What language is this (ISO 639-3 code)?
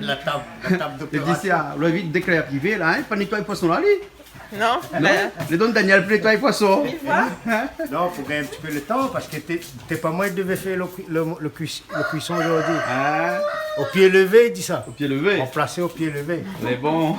rcf